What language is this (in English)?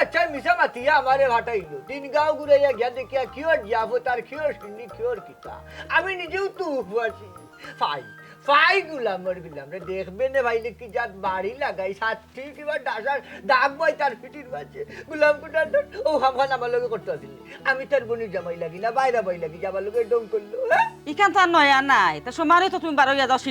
Sylheti